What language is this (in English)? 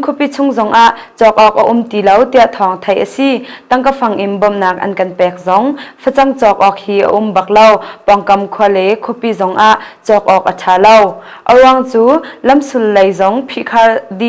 Hakha Chin